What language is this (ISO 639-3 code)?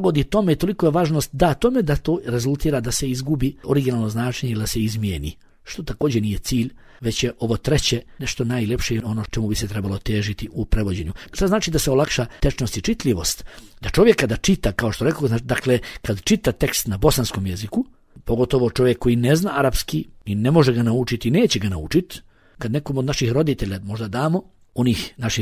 bos